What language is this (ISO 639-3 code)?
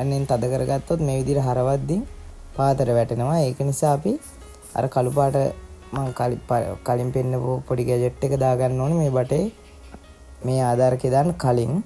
sin